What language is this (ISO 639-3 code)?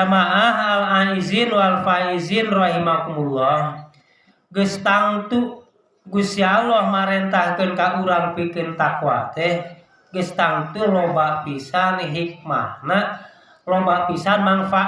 sun